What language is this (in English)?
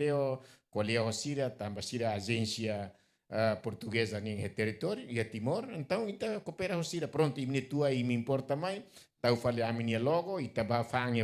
Tetum